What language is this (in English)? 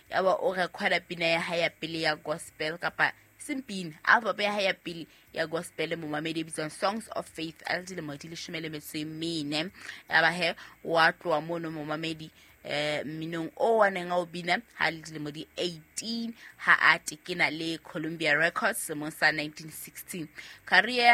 Southern Sotho